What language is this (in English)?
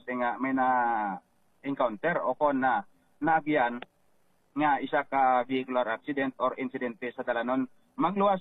Hiligaynon